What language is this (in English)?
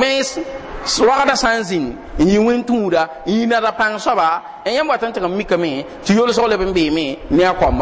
Mossi